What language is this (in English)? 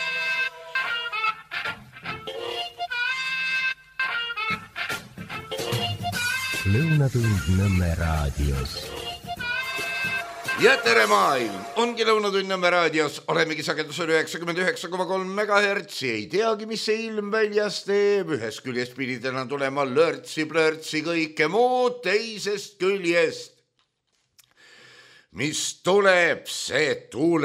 Estonian